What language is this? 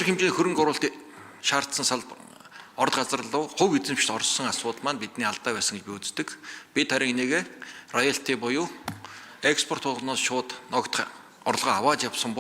Mongolian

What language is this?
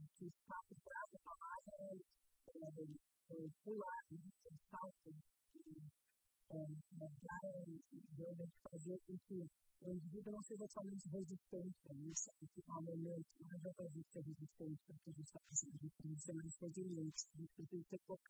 Portuguese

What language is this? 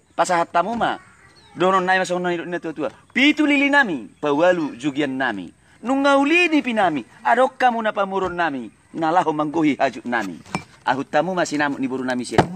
Batak Toba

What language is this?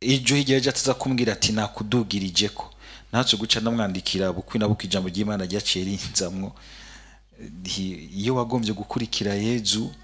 Rundi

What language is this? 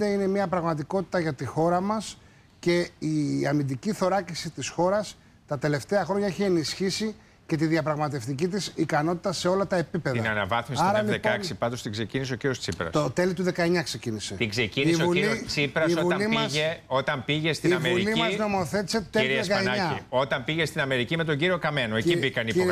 Greek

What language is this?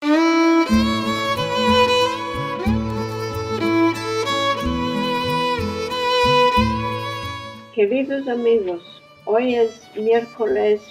Ladino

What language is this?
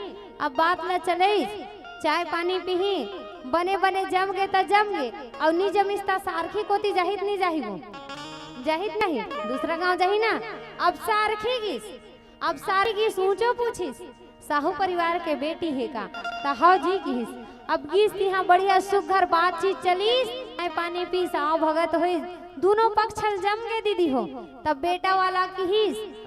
Chhattisgarhi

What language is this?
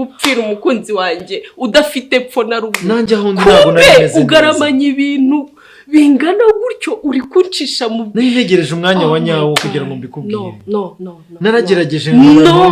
Kinyarwanda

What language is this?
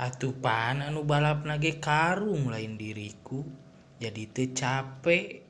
Sundanese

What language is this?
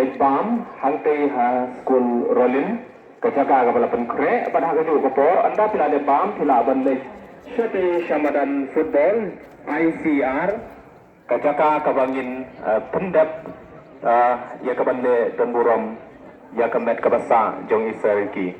Khasi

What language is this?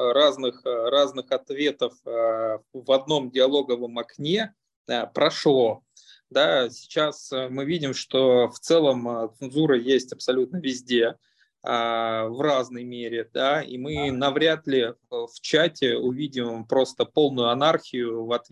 Russian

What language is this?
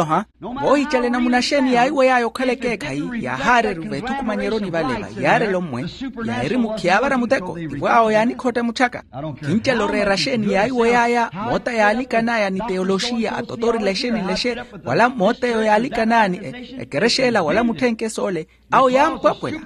Makhuwa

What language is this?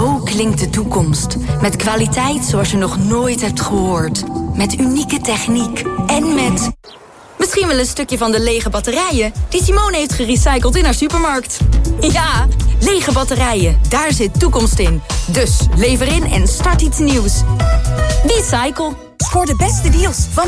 Dutch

